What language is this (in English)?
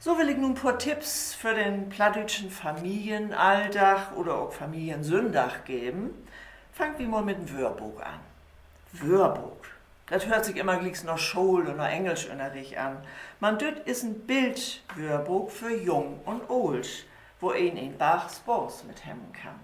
Low German